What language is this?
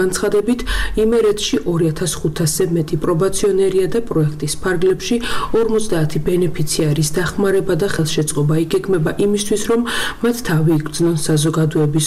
Georgian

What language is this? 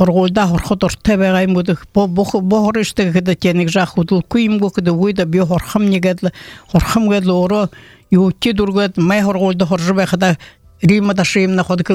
Buriat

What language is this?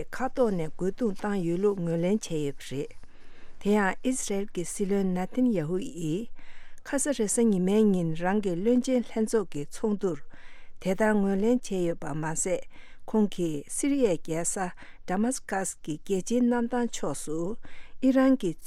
Tibetan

